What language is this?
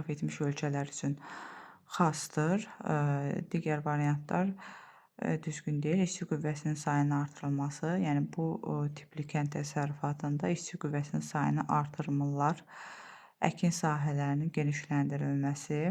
Azerbaijani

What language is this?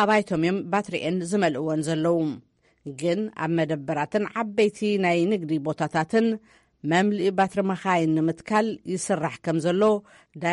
Tigrinya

